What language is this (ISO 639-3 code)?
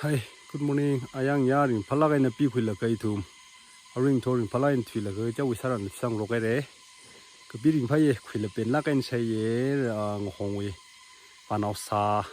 nmf